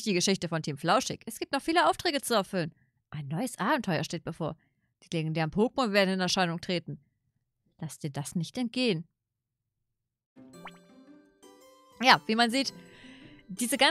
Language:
German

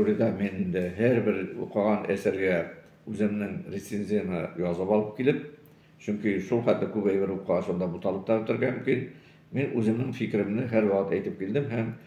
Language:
Tatar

